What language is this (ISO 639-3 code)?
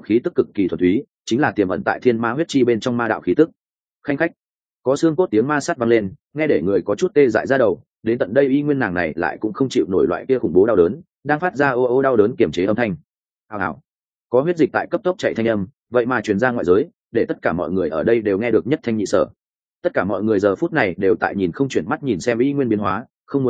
vie